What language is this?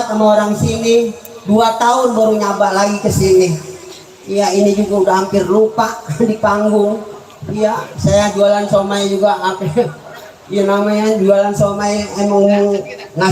Betawi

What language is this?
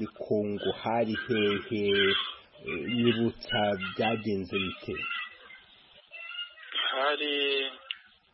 Kinyarwanda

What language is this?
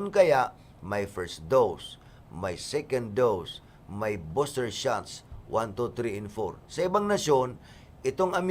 Bikol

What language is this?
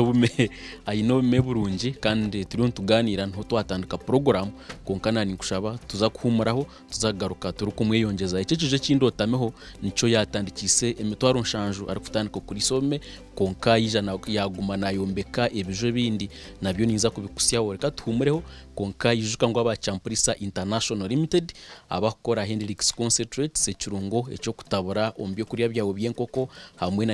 Nyankole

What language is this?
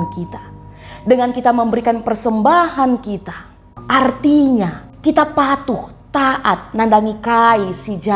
Batak Karo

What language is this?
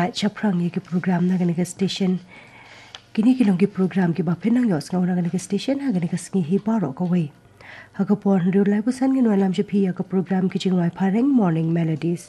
Khasi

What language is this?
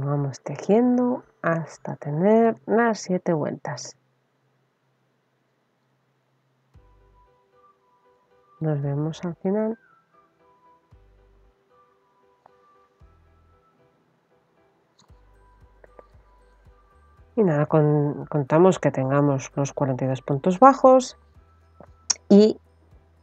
Spanish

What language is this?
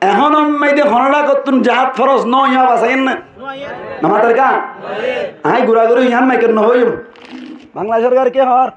Rohingya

